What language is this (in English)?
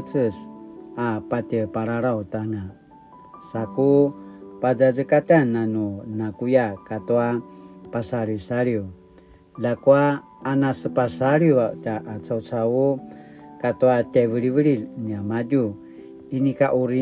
Paiwan